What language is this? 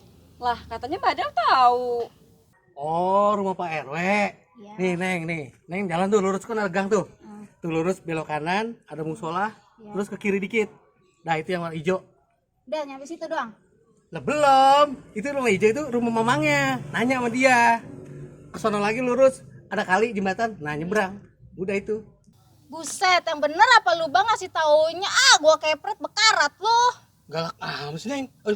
Betawi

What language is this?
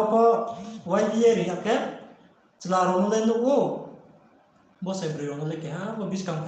Riang (India)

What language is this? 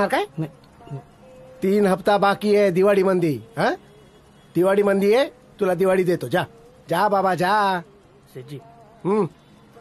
Marathi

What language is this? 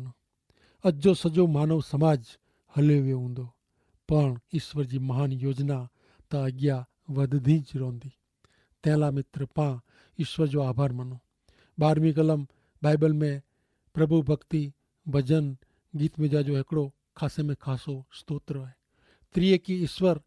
Kachhi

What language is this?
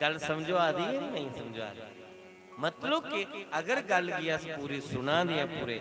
Dogri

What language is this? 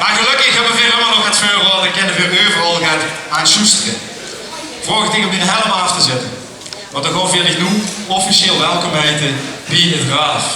Limburgish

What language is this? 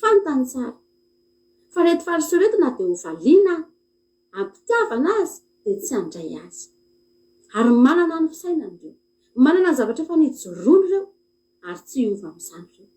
Malagasy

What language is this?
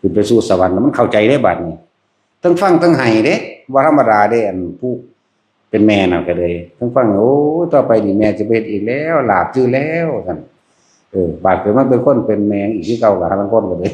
Northeastern Thai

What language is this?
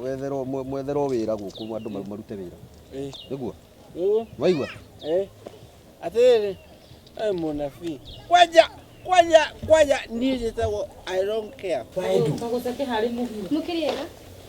Kikuyu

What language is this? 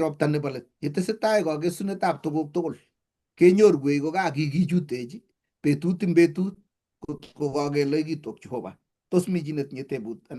Kalenjin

